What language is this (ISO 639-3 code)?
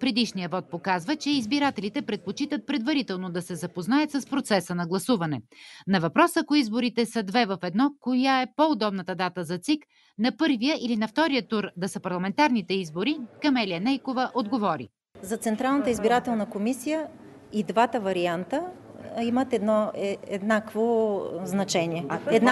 bul